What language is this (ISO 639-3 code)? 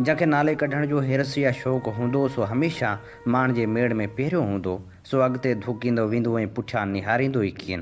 snd